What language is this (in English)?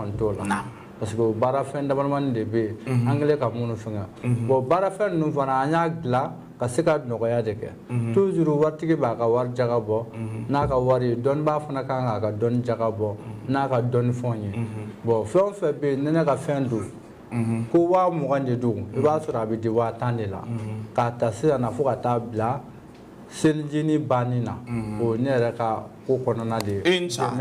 Bambara